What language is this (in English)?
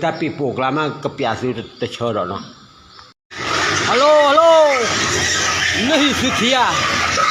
S'gaw Karen